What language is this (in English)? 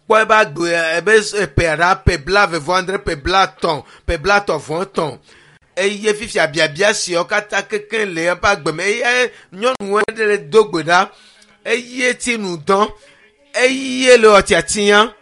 Ewe